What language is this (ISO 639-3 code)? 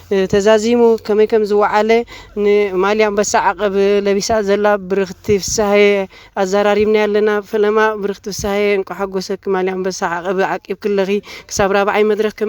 tir